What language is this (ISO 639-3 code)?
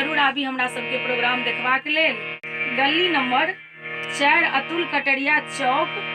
mai